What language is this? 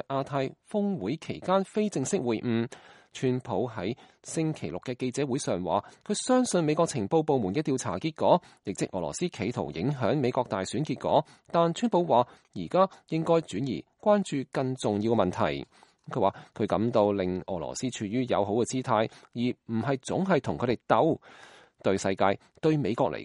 Cantonese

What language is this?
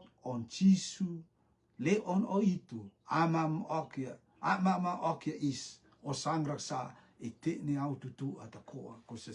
Rotuman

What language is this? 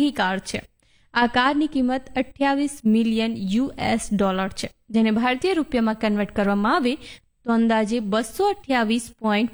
Gujarati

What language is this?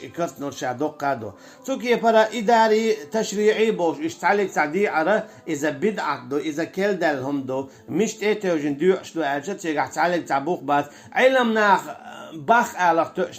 Chechen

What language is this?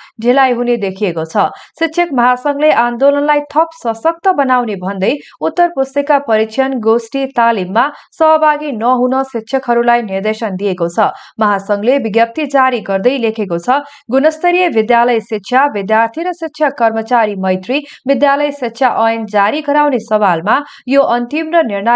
Nepali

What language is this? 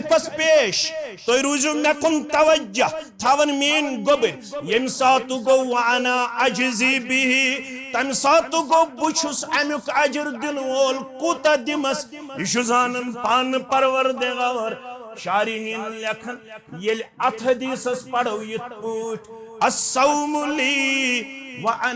Kashmiri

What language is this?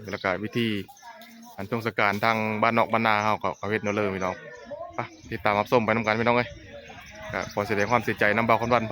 Northeastern Thai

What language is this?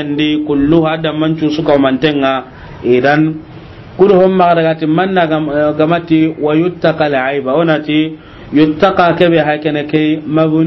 Soninke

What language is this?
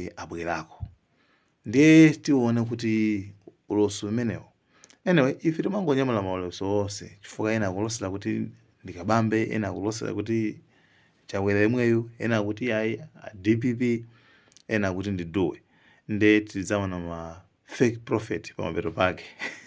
Nyanja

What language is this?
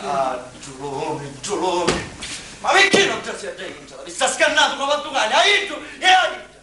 Sicilian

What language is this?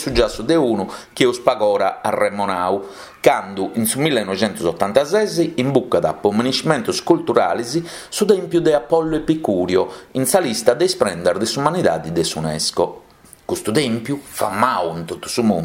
Sardinian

